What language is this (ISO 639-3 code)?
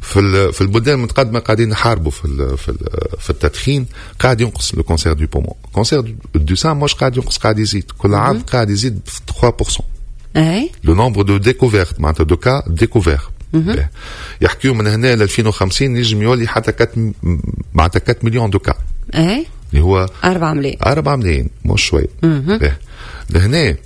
aeb